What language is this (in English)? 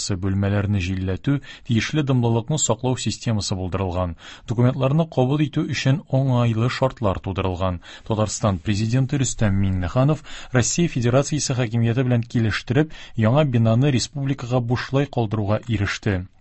Tatar